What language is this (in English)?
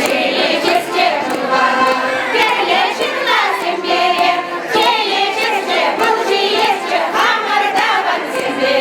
Chuvash